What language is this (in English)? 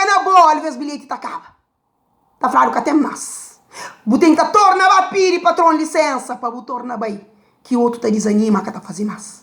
Kabuverdianu